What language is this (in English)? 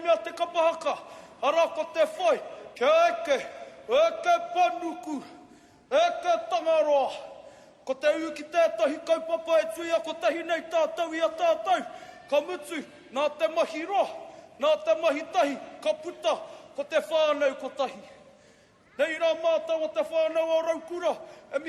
Māori